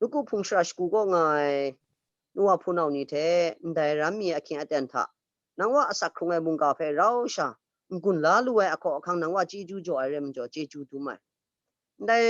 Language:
Kachin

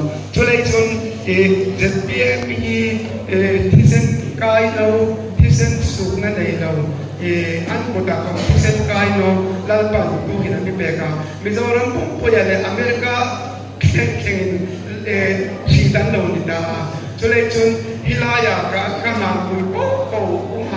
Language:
Hmar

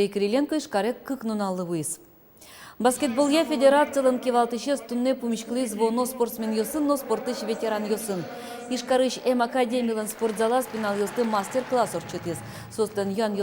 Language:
Udmurt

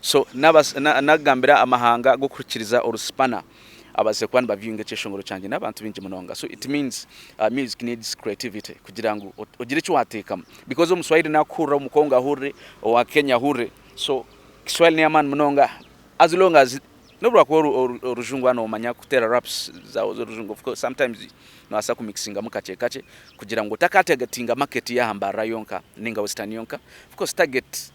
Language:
Nyankole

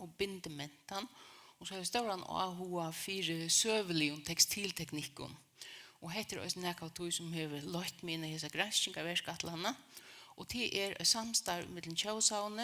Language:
Faroese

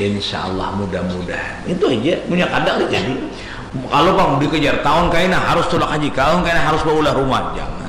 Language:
Banjar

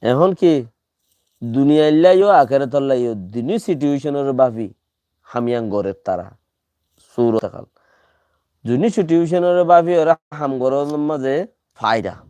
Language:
Rohingya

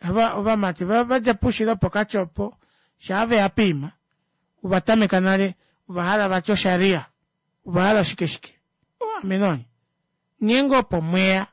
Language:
Kuanyama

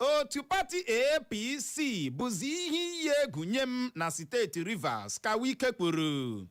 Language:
Igbo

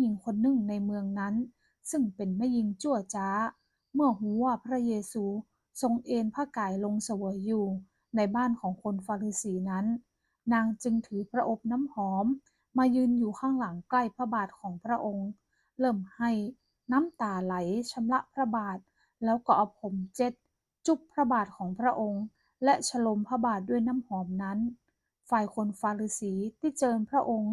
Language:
Northern Thai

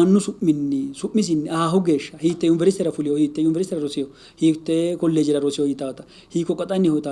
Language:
Sidamo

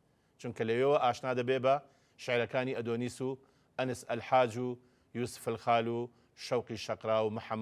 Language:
Central Kurdish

